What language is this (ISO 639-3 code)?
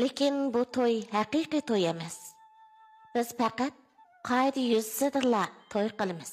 uig